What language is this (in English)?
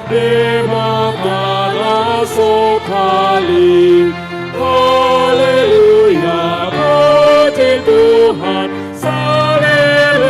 Batak Toba